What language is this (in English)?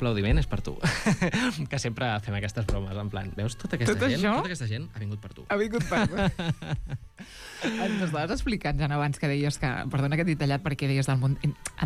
Catalan